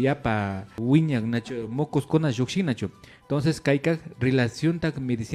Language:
Imbabura Highland Quichua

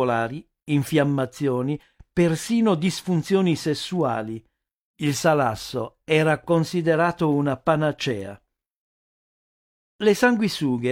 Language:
Italian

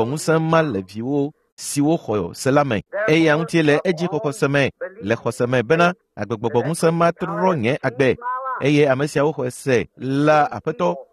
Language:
Ewe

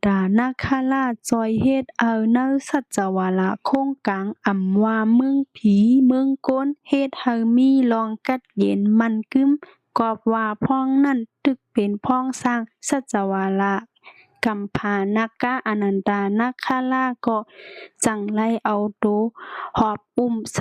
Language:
Shan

